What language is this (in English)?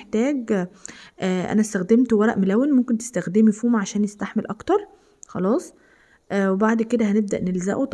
Egyptian Arabic